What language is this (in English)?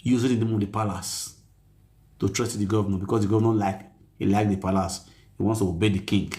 Nigerian Pidgin